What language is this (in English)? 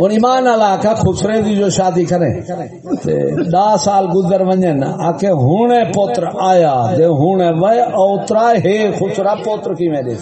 Saraiki